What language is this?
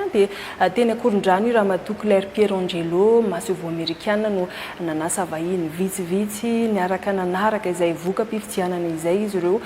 Malagasy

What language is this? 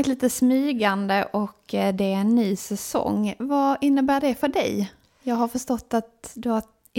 Swedish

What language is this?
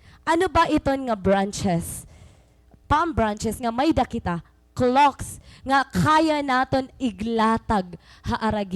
Waray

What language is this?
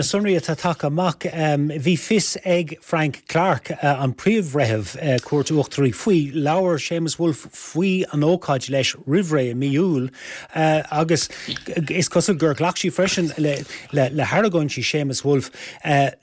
Irish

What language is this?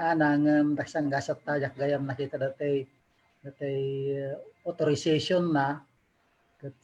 Iloko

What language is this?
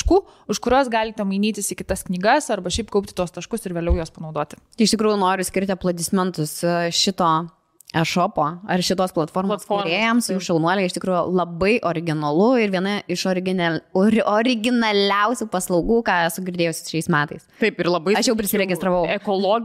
Lithuanian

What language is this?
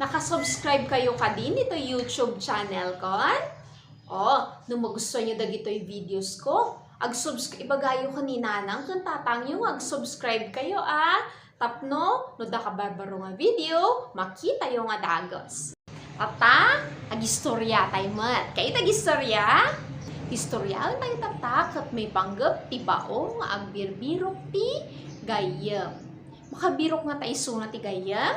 Iloko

